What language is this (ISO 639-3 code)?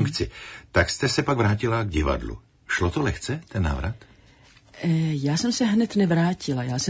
ces